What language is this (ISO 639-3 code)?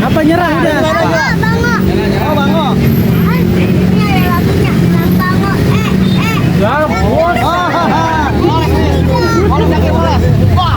bew